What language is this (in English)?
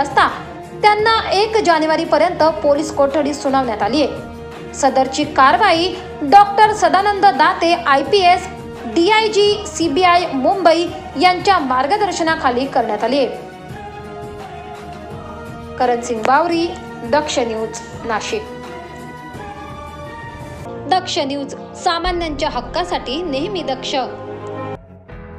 Marathi